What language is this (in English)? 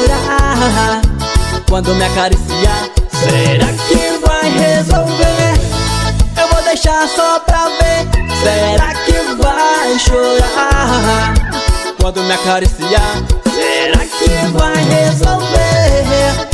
Portuguese